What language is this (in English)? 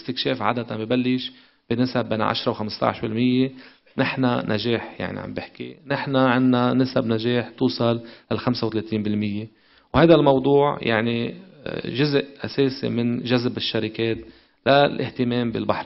North Levantine Arabic